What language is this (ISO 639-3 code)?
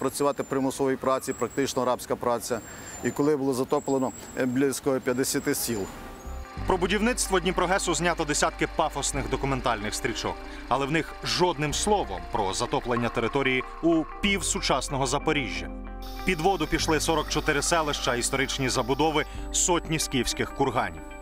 ukr